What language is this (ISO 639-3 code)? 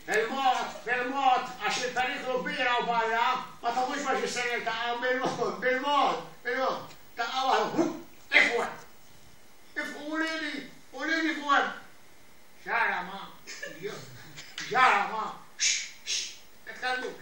mlt